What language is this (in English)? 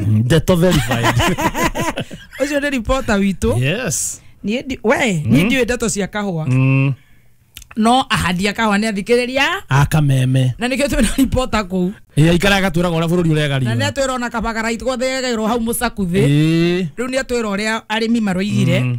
Kikuyu